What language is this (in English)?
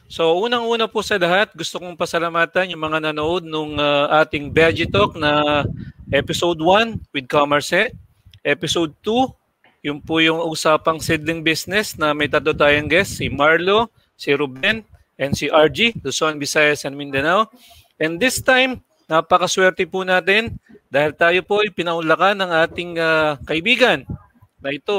Filipino